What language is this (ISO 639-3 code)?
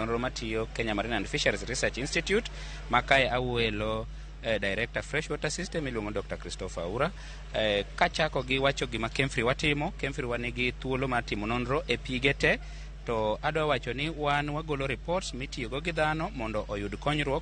luo